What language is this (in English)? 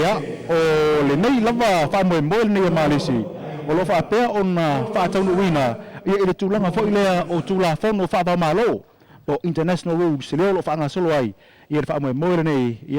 Samoan